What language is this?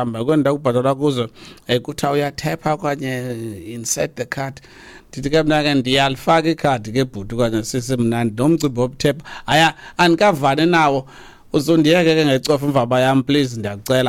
Xhosa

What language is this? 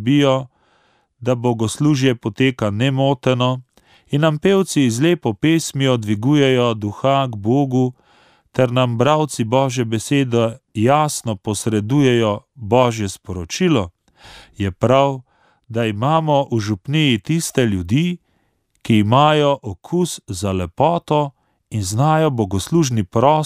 Slovenian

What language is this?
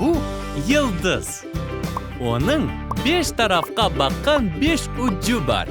Crimean Tatar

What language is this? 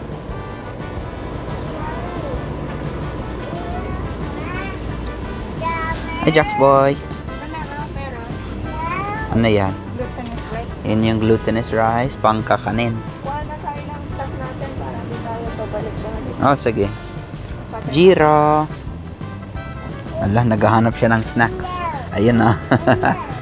Filipino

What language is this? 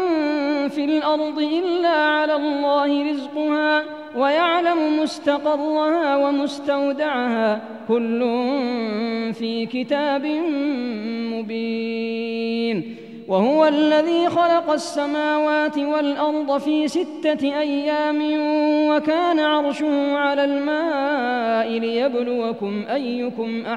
Arabic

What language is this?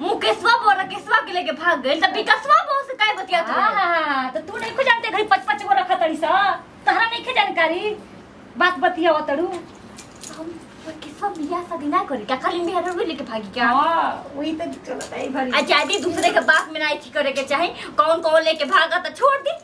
Bhojpuri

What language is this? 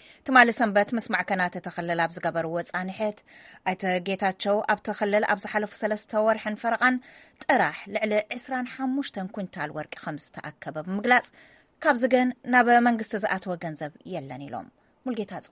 Tigrinya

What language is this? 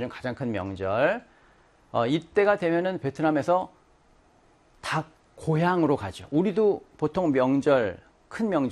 Korean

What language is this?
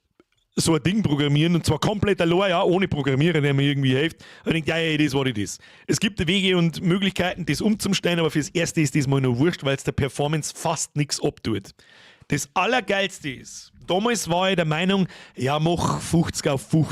Bavarian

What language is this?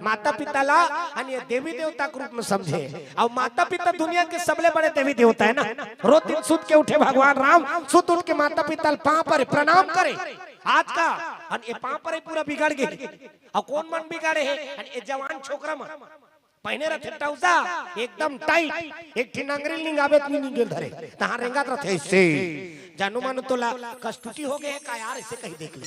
Chhattisgarhi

